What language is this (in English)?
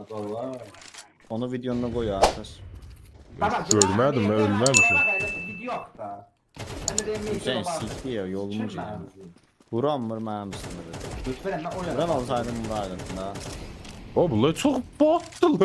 South Azerbaijani